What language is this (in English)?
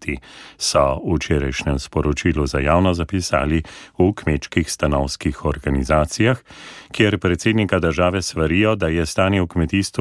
Slovenian